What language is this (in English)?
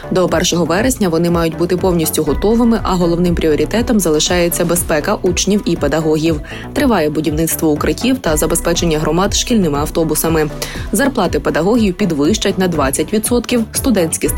Ukrainian